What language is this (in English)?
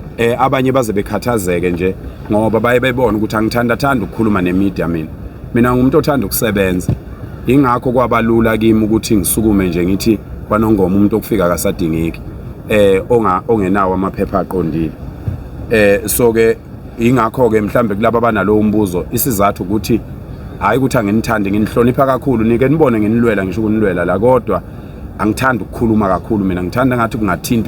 Zulu